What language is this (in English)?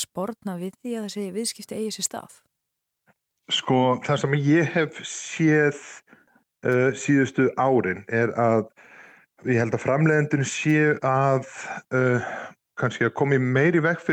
Icelandic